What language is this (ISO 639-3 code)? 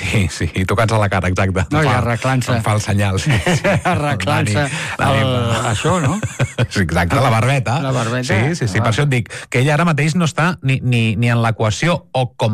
cat